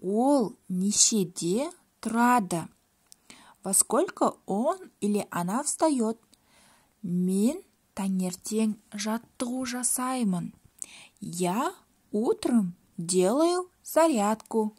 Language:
Kazakh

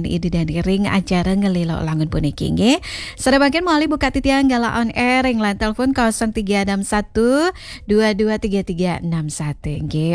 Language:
Balinese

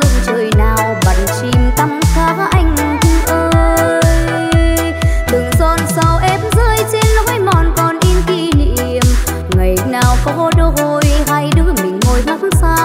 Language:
Vietnamese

